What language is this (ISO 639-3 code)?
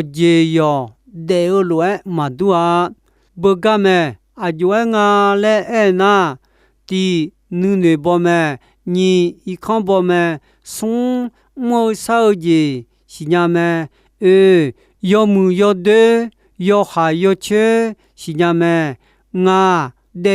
ahk